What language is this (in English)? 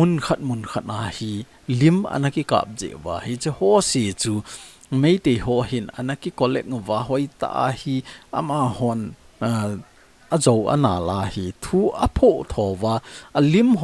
Thado Chin